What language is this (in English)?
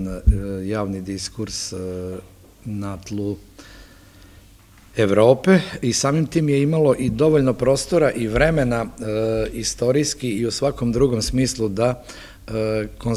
Serbian